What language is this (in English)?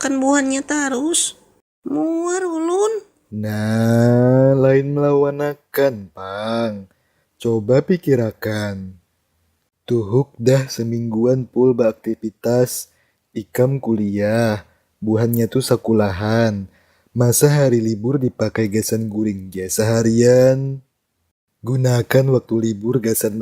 Banjar